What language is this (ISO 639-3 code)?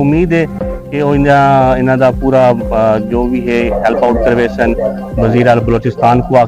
skr